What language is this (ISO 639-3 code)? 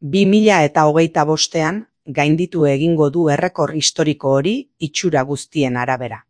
eus